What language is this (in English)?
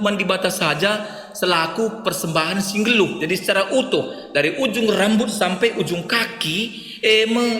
Batak Karo